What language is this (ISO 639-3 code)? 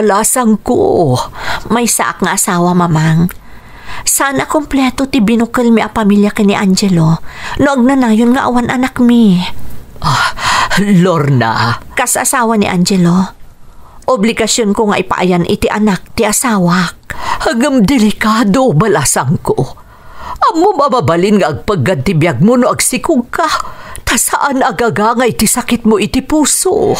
ilo